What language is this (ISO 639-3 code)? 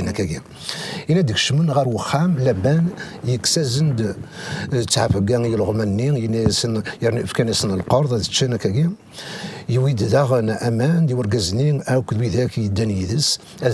kab